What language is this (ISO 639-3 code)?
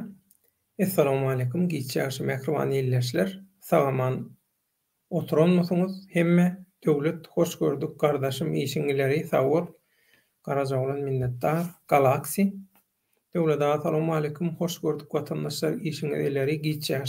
tuk